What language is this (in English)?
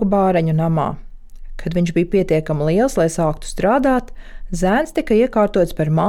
Latvian